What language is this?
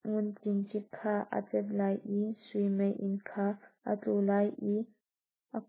Hakha Chin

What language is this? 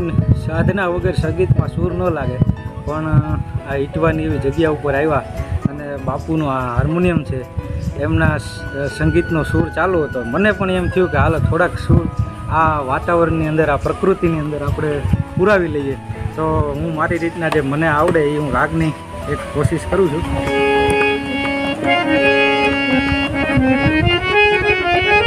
Gujarati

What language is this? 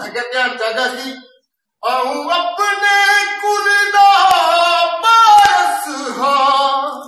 Dogri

